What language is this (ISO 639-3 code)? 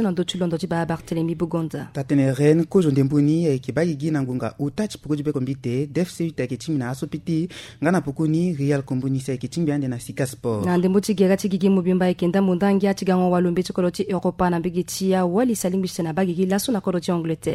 sag